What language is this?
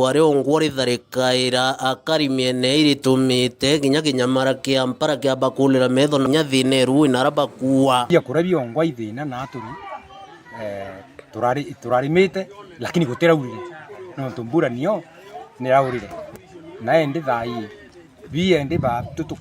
Meru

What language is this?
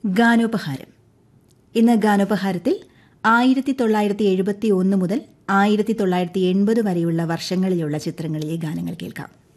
Malayalam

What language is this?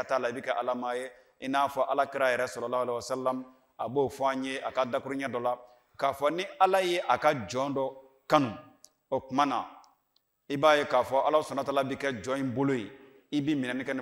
Bambara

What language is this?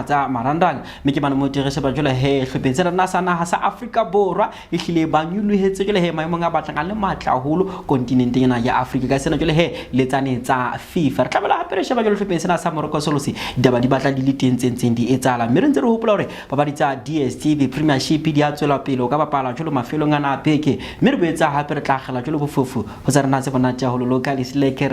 Southern Sotho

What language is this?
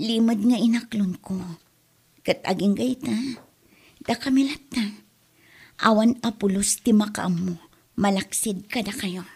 Iloko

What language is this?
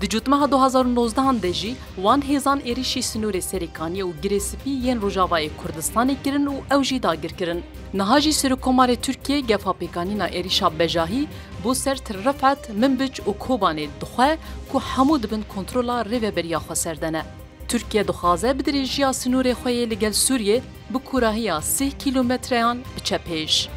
Kurdish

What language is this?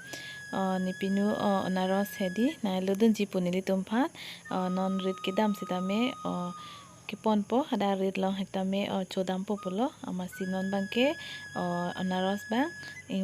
Karbi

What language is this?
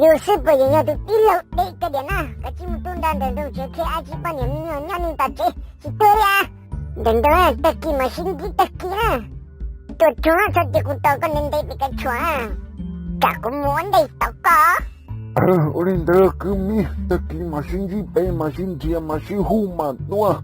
Hmong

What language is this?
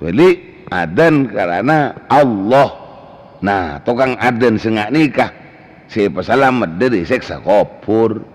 Madurese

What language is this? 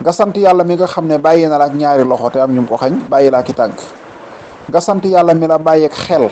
Wolof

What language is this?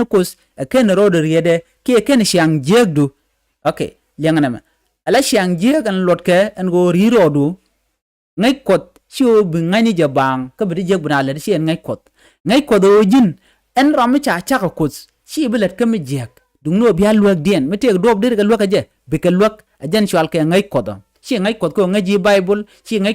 Nuer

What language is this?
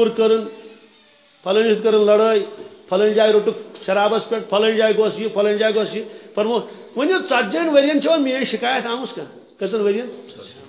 Kashmiri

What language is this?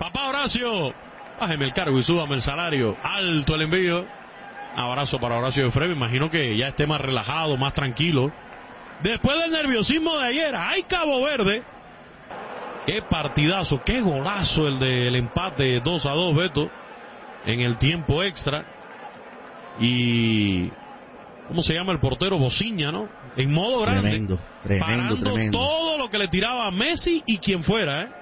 Spanish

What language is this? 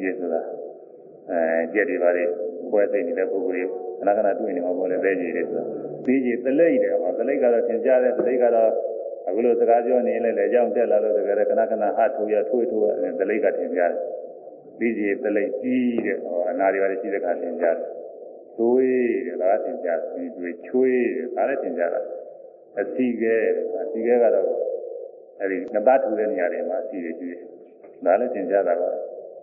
Burmese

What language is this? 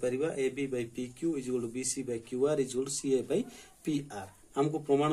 Odia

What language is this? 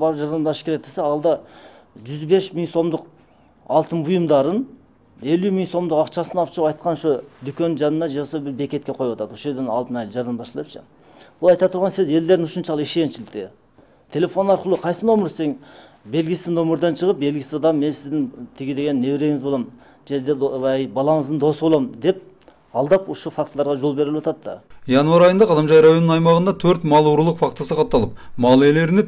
Kyrgyz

